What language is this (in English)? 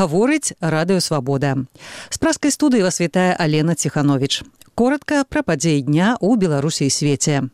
Belarusian